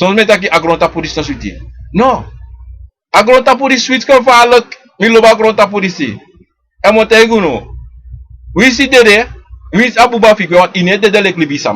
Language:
Sranan Tongo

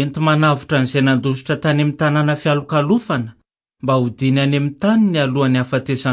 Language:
Malagasy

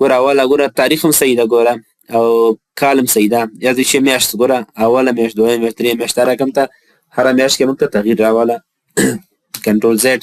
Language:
Pashto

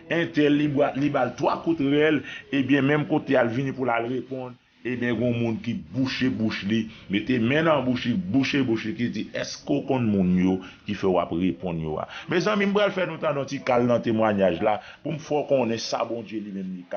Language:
Haitian Creole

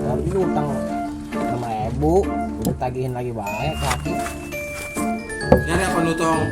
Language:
Betawi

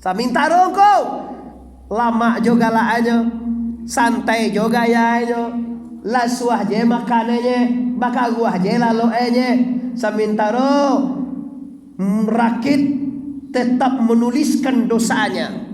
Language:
Minangkabau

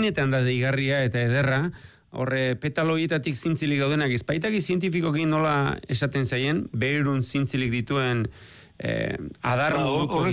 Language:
Basque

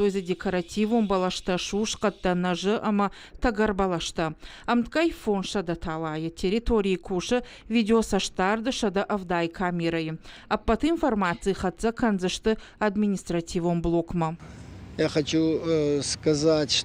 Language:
Ossetic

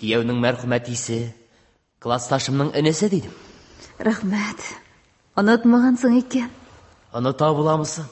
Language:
Tatar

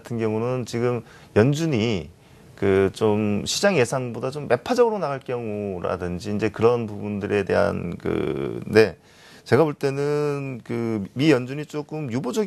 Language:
Korean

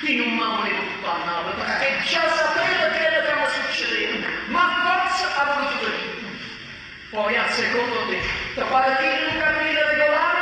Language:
Neapolitan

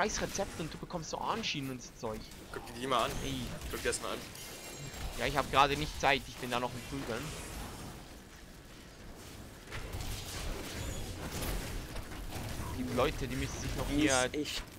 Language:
German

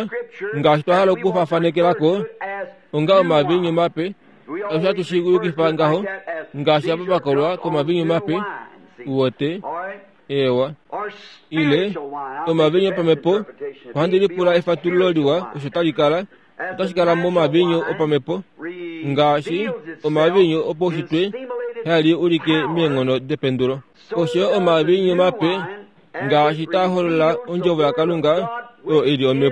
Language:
Kuanyama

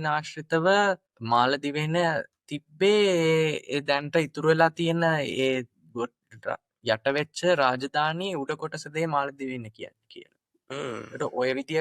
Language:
Sinhala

